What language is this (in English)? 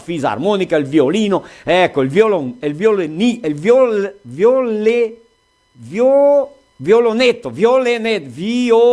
Venetian